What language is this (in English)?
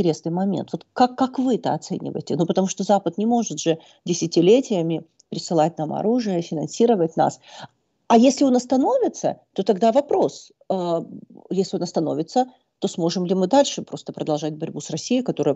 Russian